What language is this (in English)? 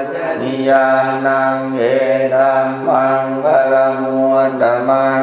Pali